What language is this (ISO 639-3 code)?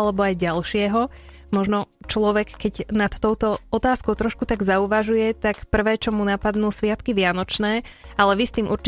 slk